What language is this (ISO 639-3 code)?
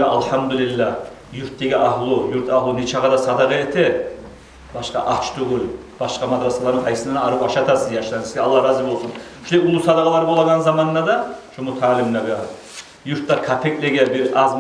kum